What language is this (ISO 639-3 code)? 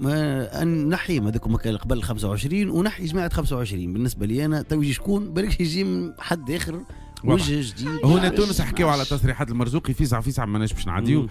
aeb